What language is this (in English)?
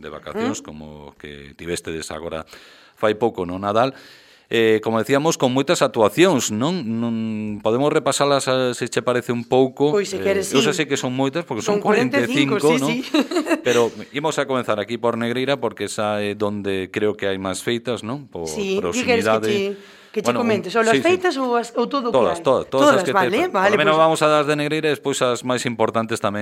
Galician